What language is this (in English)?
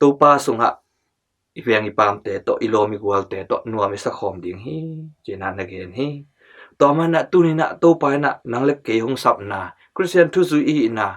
Tedim Chin